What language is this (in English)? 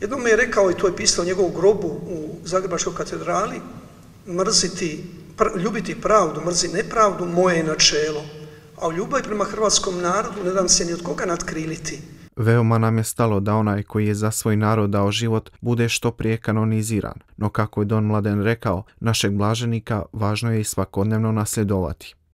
Croatian